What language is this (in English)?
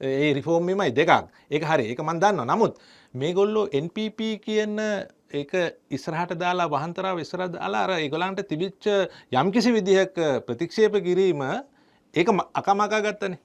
Sinhala